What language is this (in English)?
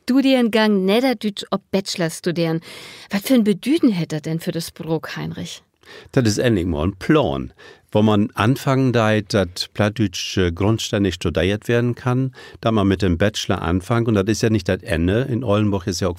Low German